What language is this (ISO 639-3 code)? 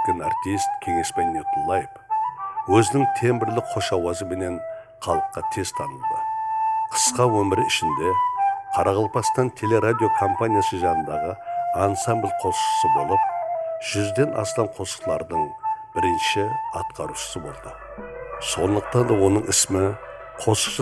kaa